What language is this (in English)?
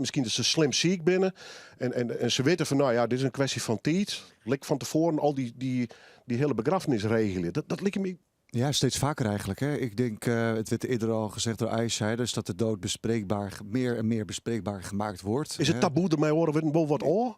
Western Frisian